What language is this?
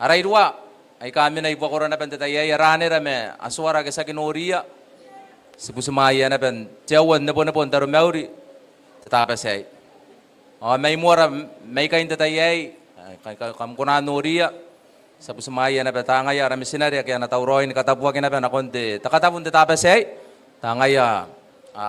Gilbertese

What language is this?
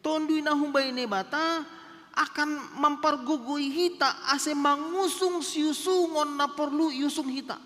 Batak Simalungun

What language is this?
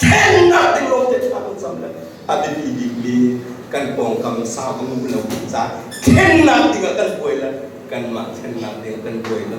Hakha Chin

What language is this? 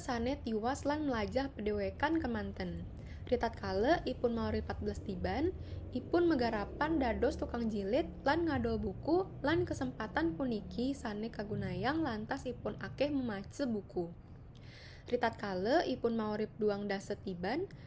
Balinese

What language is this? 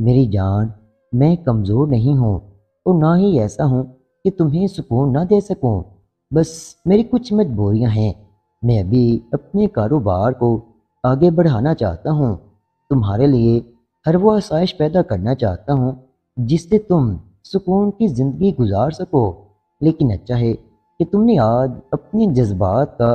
Urdu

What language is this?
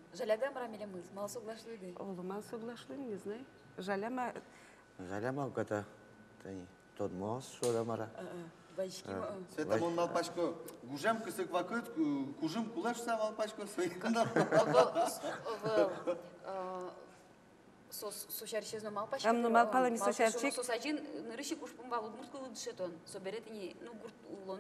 Udmurt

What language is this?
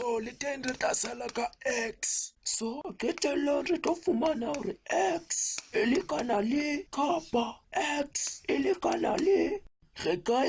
Southern Sotho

